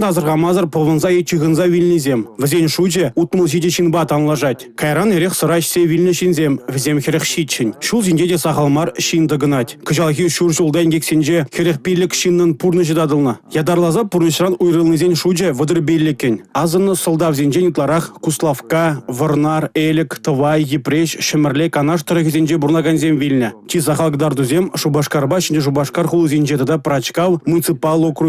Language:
Chuvash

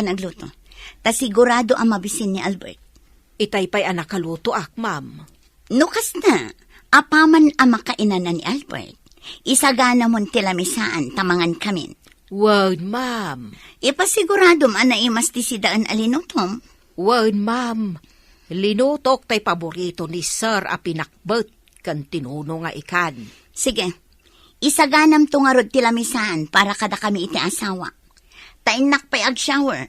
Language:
Iloko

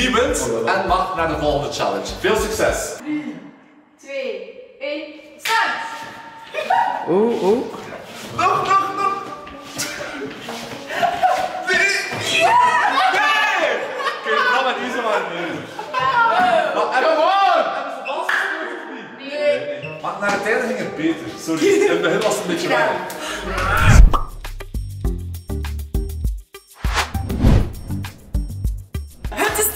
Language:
Dutch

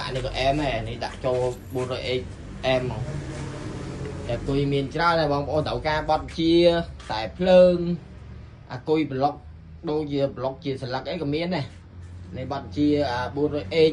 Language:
Khmer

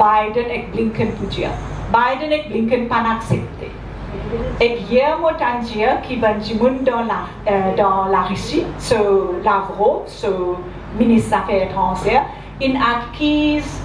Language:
Morisyen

